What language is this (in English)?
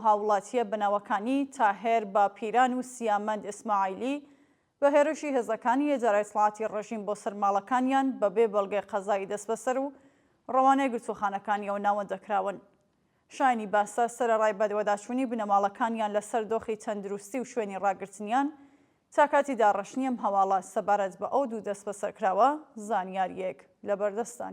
Central Kurdish